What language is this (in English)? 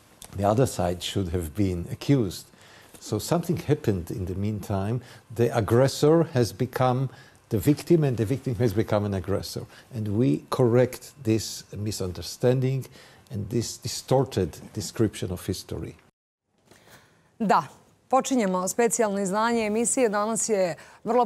Serbian